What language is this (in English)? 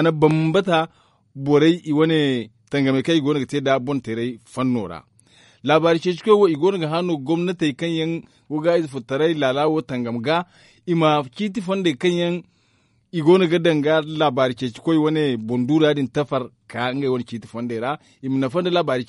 Zarma